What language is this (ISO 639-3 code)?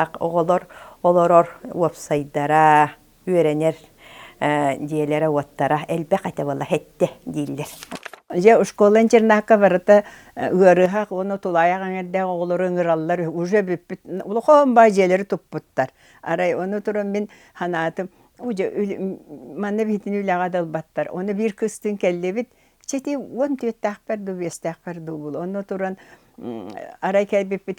sah